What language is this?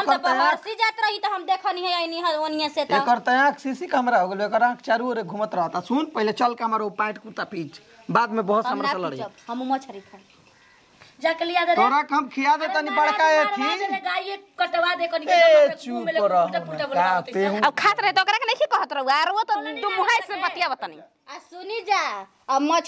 Bhojpuri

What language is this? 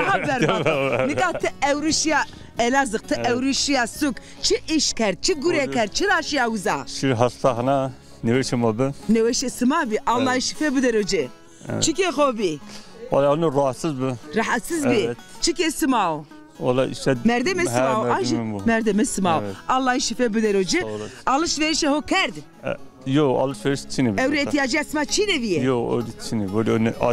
Zaza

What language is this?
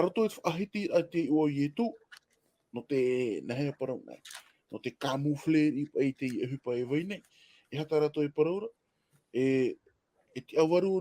Tahitian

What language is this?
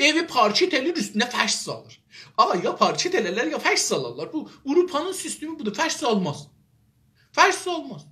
South Azerbaijani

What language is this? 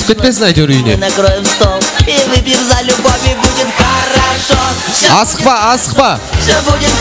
Kara-Kalpak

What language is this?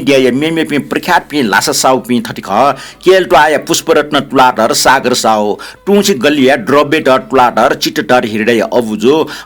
Newari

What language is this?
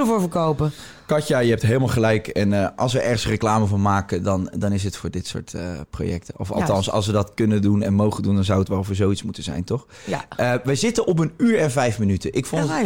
Dutch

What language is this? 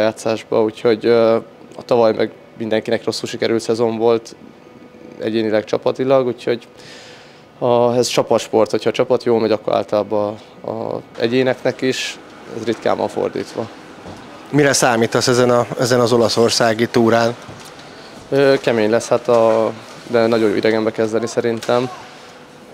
Hungarian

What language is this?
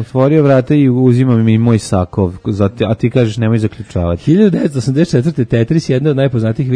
Serbian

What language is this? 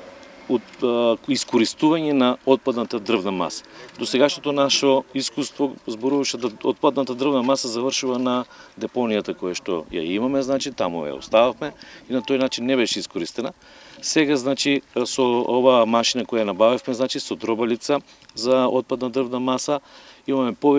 Macedonian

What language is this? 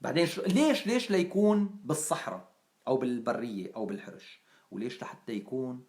North Levantine Arabic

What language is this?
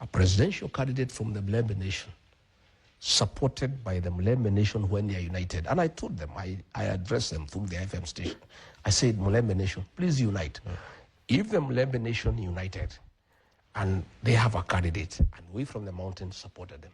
Kikuyu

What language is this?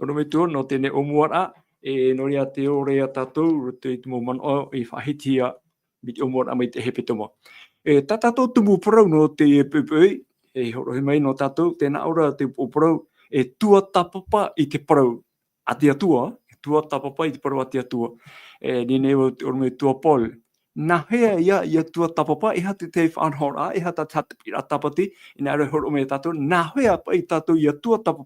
Tahitian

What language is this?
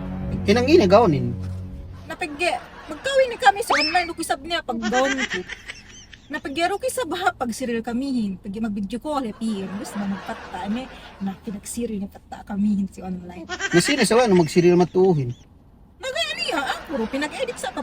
Yakan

